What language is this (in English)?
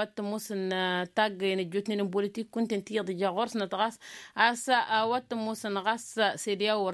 Tamasheq